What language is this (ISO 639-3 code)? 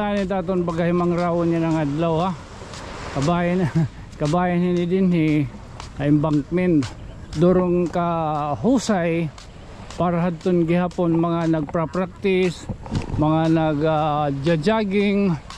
war